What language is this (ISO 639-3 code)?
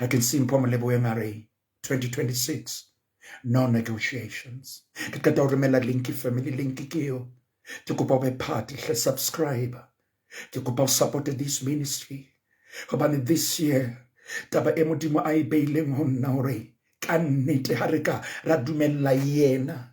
sot